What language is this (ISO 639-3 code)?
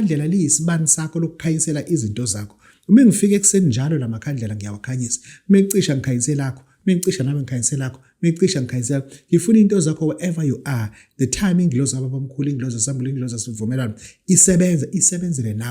zul